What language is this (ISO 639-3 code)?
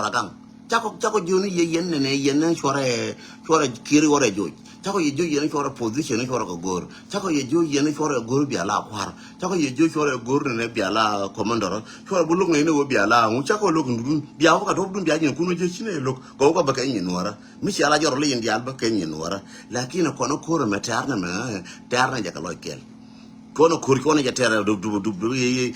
nus